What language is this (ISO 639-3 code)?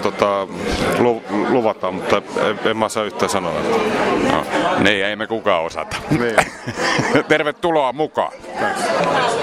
fin